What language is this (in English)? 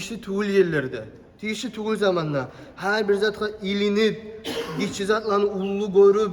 Kumyk